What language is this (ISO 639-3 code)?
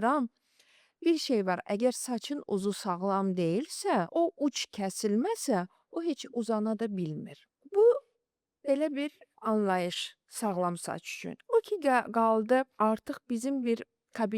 aze